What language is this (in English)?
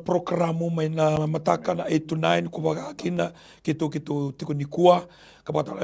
Fijian